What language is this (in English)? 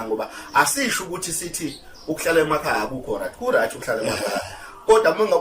Zulu